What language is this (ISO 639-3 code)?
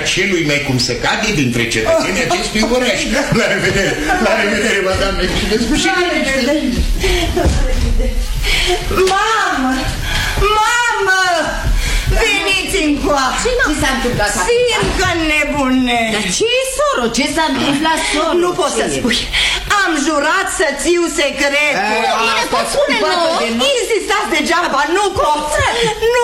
ron